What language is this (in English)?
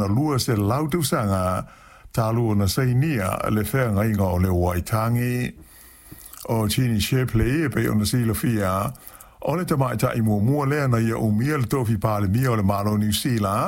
Samoan